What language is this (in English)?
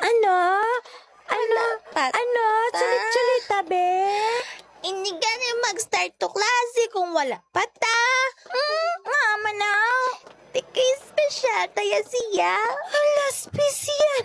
Hiligaynon